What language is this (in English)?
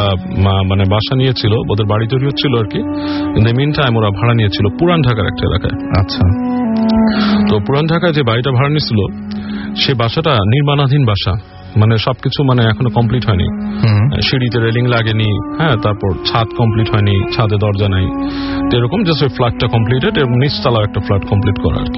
Bangla